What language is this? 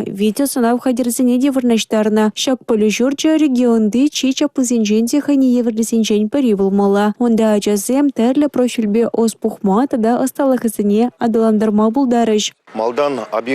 Chuvash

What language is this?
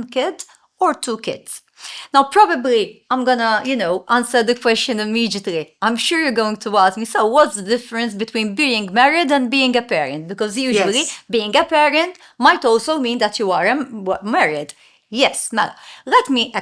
English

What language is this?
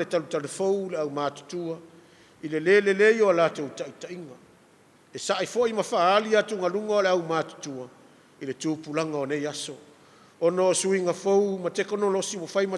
Samoan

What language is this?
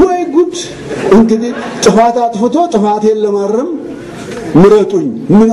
Amharic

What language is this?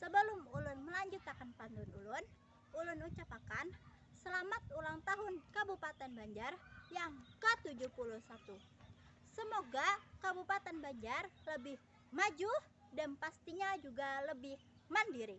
Banjar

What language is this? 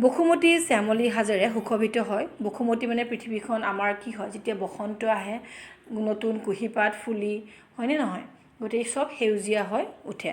Assamese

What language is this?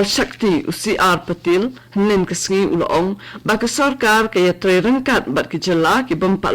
Khasi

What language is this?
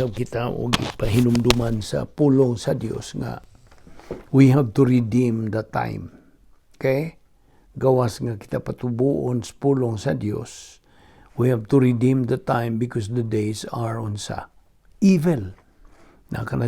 Cebuano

